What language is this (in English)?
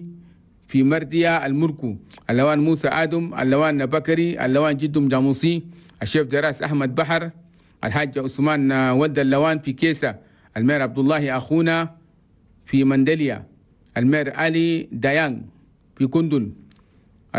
Chadian Arabic